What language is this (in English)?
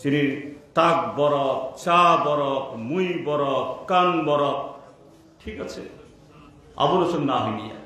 Kok Borok